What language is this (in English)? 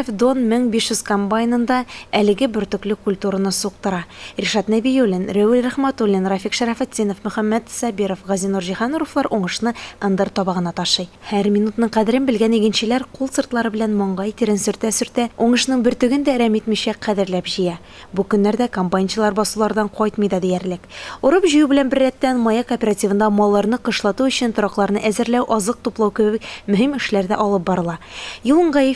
Tatar